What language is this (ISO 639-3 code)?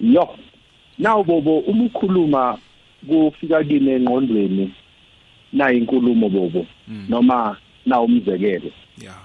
nbl